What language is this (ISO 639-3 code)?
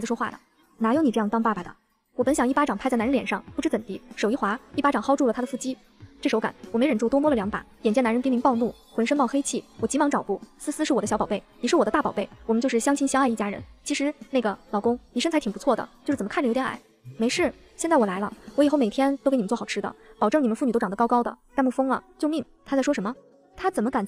zho